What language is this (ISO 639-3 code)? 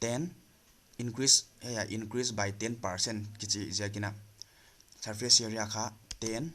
pck